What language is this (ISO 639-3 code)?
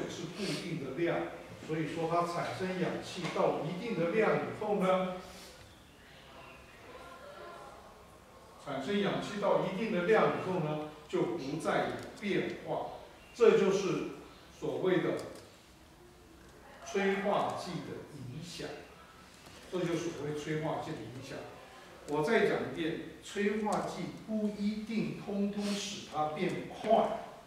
zho